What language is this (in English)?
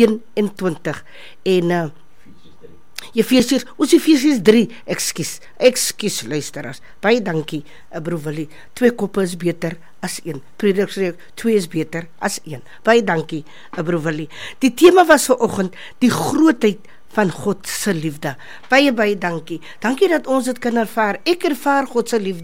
Afrikaans